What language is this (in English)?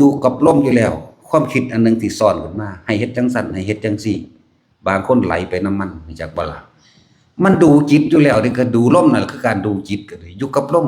Northeastern Thai